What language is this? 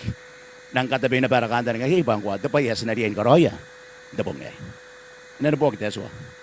Gilbertese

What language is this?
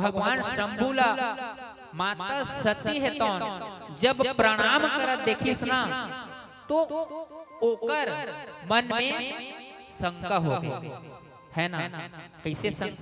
Chhattisgarhi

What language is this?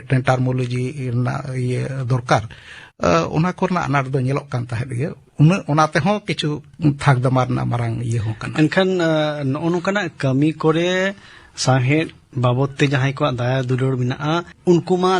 Santali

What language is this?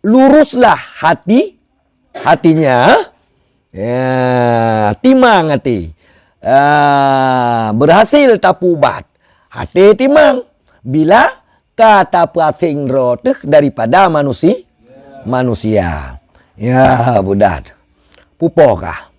Achinese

